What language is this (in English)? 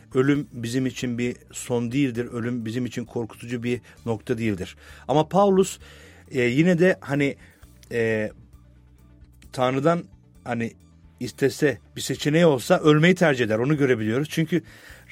Turkish